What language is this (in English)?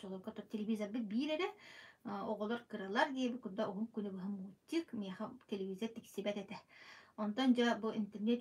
Yakut